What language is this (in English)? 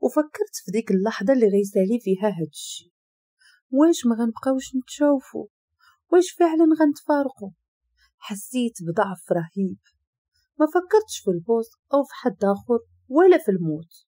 Moroccan Arabic